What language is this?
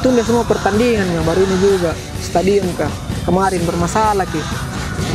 Makassar Malay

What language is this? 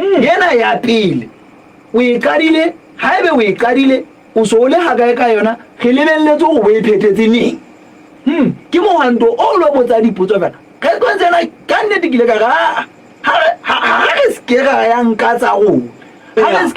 Southern Sotho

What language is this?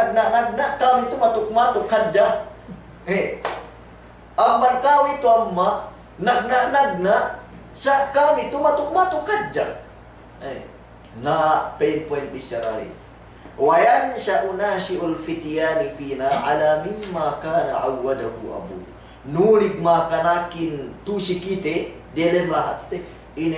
Yakan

